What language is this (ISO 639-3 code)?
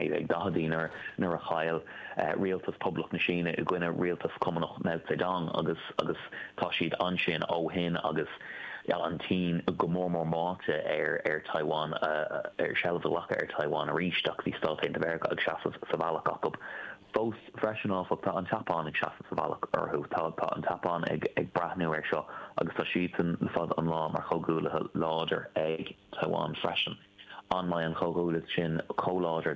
gle